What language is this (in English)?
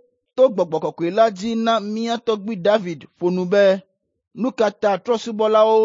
Ewe